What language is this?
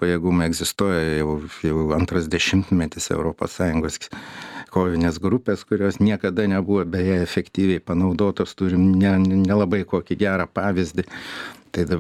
Lithuanian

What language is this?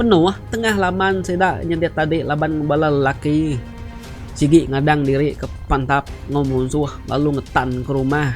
Iban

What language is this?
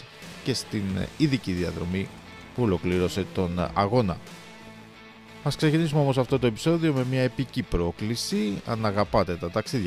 Greek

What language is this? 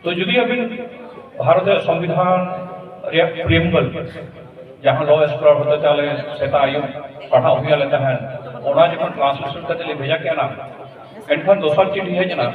Santali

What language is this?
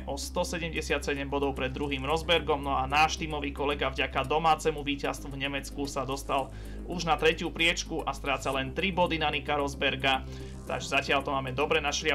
Slovak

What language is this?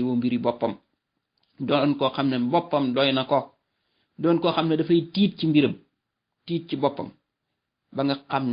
Wolof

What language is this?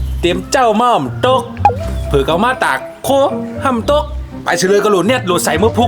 Shan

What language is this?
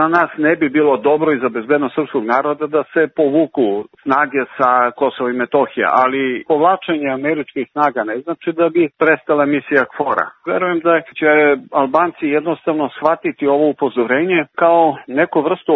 Serbian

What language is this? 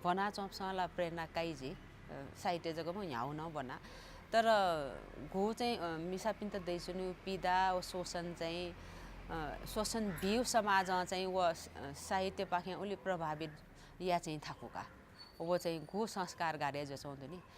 Newari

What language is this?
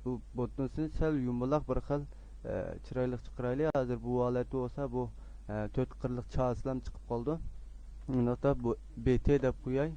Uyghur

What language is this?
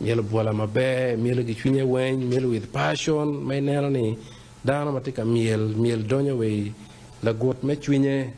Acoli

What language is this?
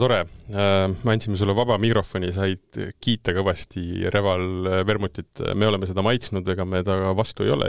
Estonian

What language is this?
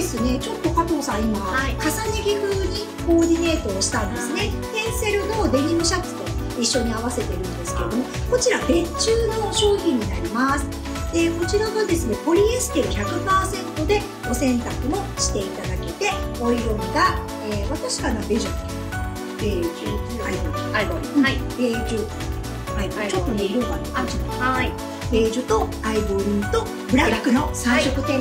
Japanese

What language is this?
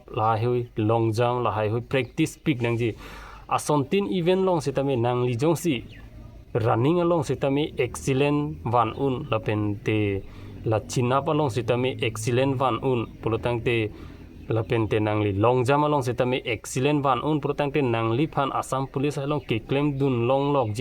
Karbi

